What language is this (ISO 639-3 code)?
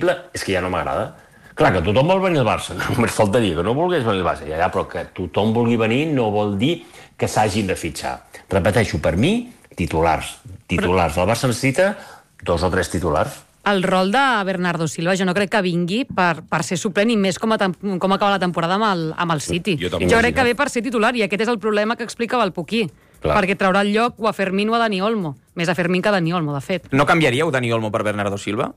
cat